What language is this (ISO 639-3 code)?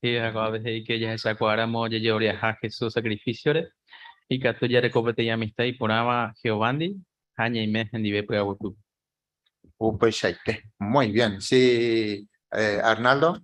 grn